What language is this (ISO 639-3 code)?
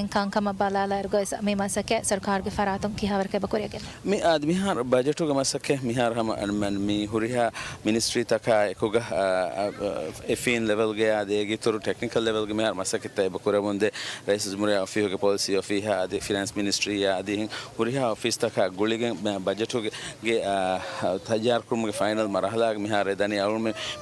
div